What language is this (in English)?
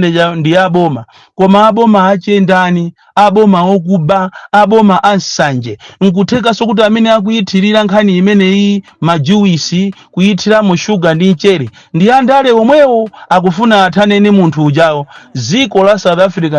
Nyanja